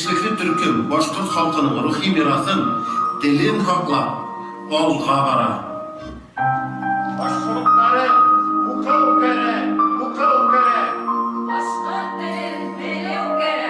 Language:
Bashkir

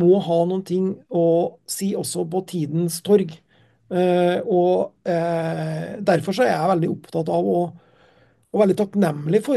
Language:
Norwegian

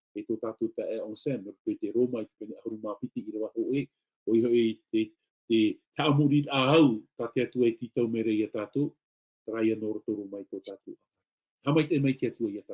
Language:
Tahitian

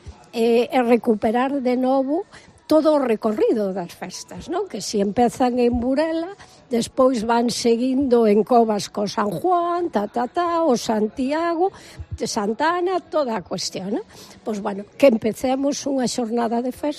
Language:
Galician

